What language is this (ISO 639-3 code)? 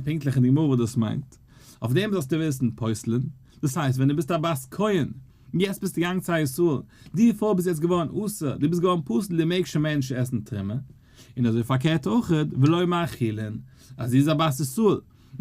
yid